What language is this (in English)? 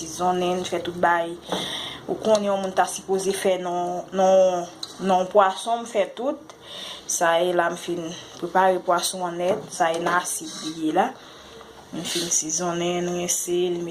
Haitian Creole